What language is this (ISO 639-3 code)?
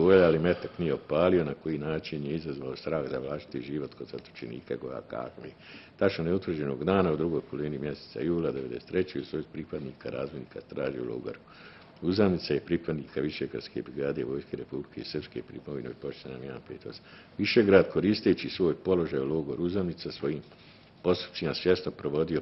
bos